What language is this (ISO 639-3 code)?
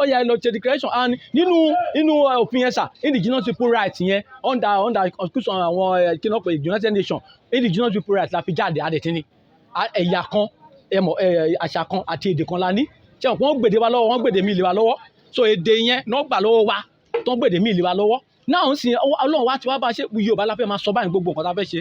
yor